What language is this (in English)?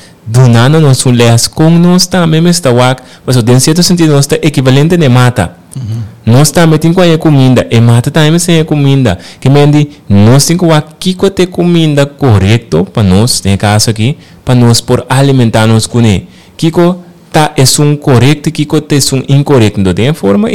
Papiamento